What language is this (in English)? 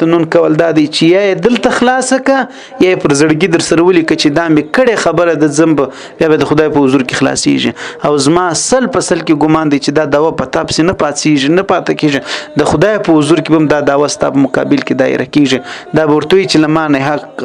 Pashto